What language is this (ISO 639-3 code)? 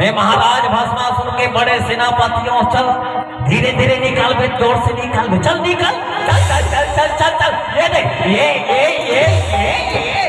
hne